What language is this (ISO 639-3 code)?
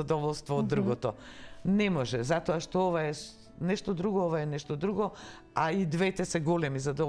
mkd